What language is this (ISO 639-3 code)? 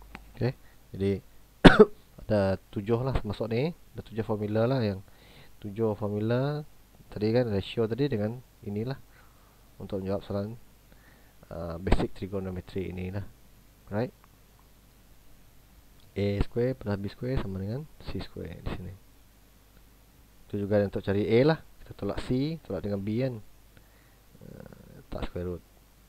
msa